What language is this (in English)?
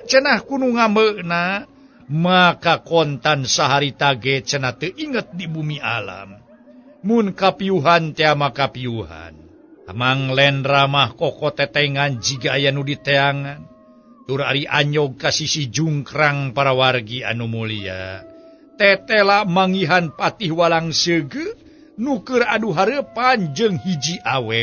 Sundanese